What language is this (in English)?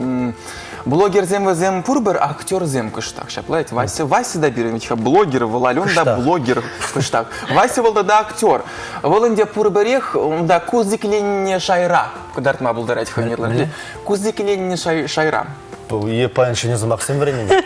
Chuvash